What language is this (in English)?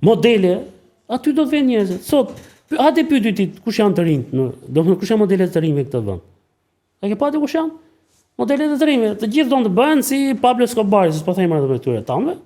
Albanian